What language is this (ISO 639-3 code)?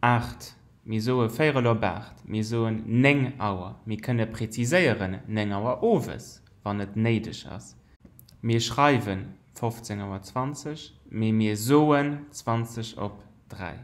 ltz